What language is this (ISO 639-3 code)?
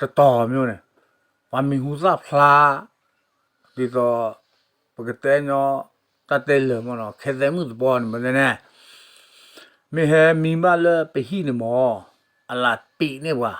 ksw